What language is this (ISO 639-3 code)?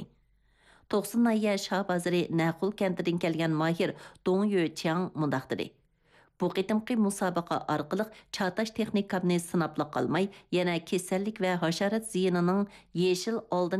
uig